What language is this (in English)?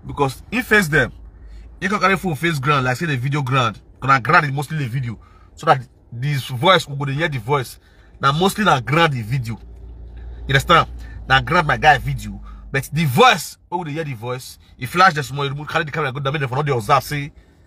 Nigerian Pidgin